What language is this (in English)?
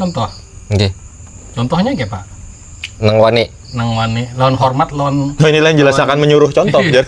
Banjar